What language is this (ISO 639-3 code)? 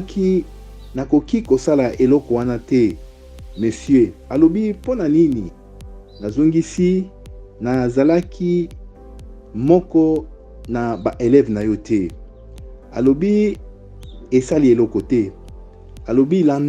lin